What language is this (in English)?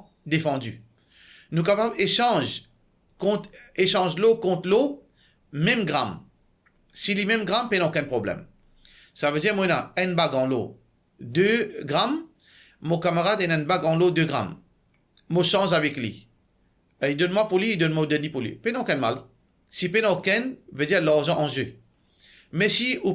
Morisyen